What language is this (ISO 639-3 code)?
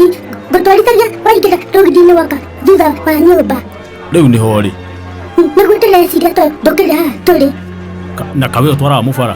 kik